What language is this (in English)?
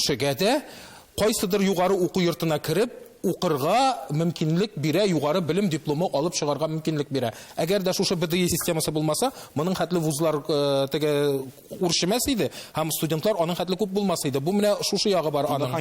Tatar